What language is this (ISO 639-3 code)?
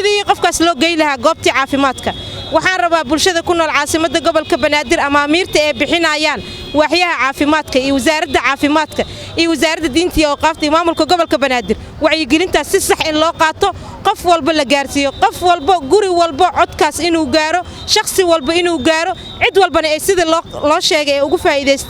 som